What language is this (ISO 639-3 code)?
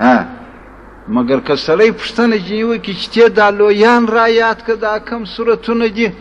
pus